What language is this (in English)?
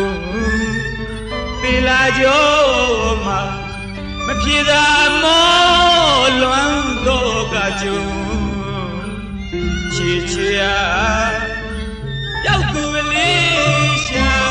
Burmese